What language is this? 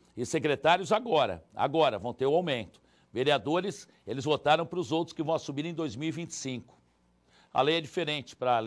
Portuguese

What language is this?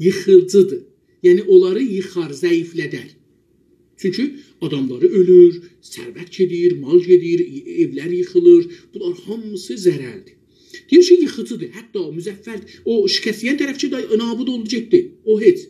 South Azerbaijani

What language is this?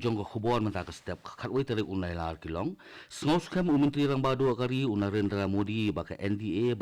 Khasi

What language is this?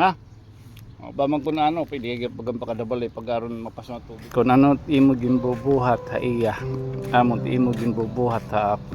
Waray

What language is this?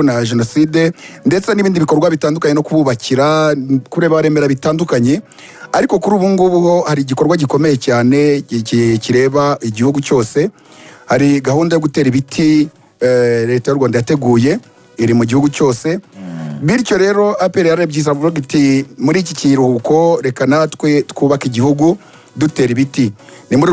Kinyarwanda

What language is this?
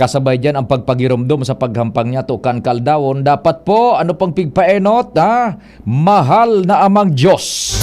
Bikol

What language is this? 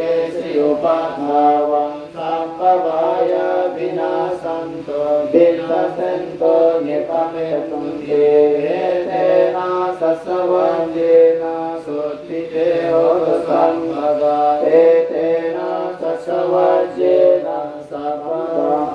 Pali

